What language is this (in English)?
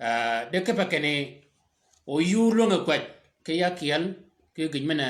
Shilluk